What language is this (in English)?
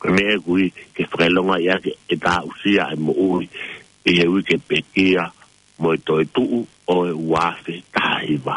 Tongan